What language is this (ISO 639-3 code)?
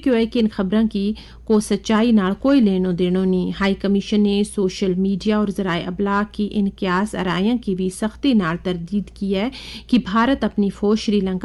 gju